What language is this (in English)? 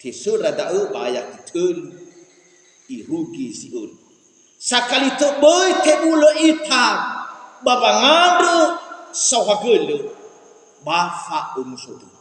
Nias